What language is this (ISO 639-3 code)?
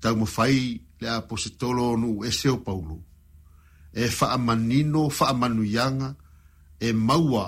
smo